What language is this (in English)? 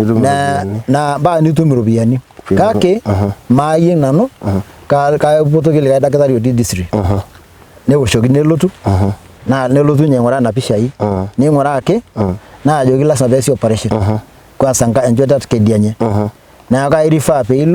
Masai